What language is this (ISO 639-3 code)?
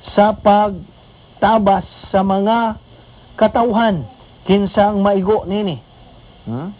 ceb